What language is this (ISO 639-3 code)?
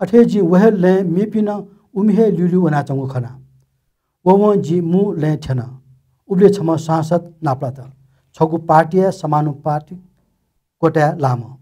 new